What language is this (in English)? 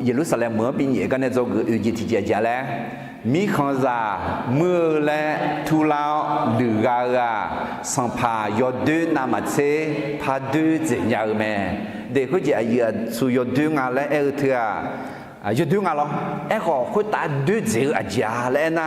Akha